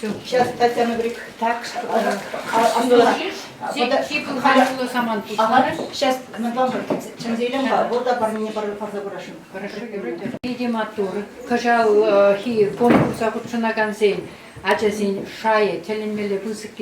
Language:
Chuvash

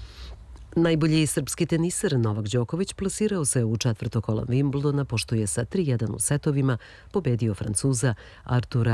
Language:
Serbian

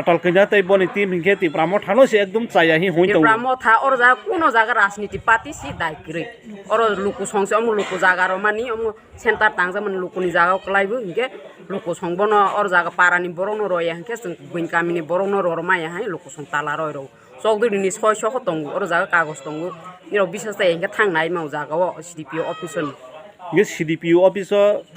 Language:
Kok Borok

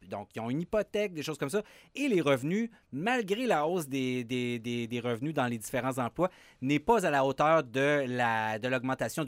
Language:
French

